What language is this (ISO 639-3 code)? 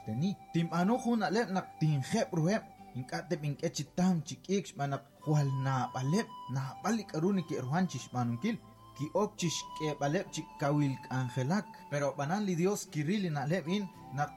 kek